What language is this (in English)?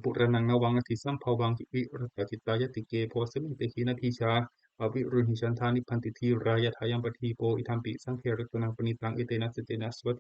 Pali